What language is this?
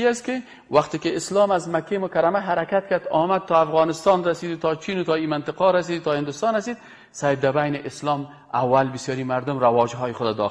Persian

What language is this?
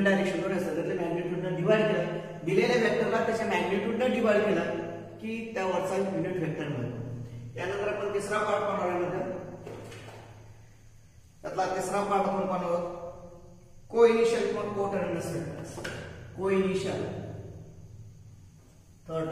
Marathi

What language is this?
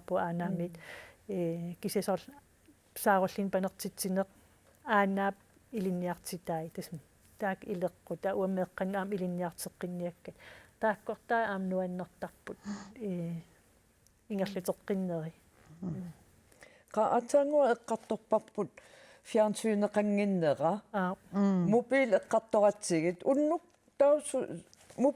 Kalaallisut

